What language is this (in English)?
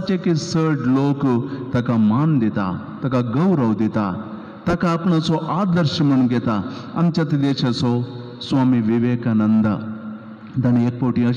Konkani